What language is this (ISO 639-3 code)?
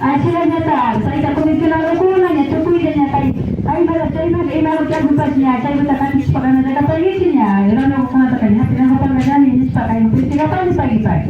qvi